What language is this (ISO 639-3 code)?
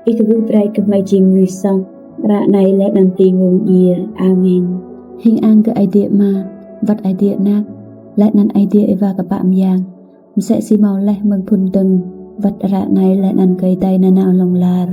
rad